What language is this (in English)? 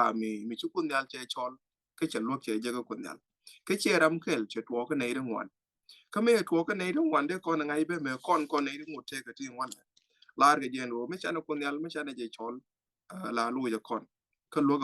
Nuer